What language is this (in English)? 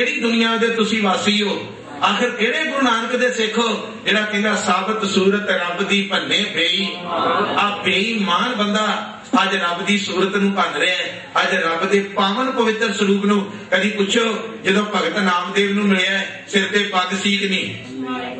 Punjabi